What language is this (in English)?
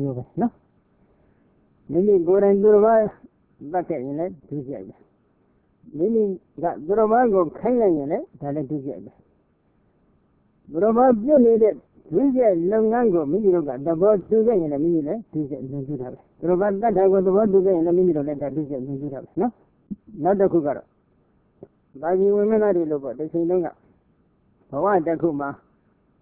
Burmese